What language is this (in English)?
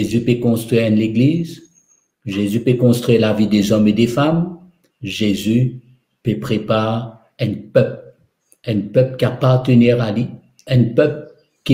Morisyen